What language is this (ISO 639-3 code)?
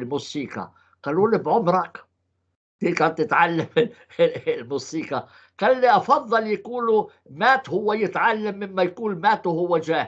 apc